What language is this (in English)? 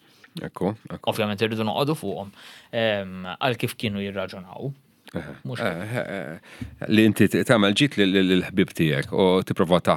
Maltese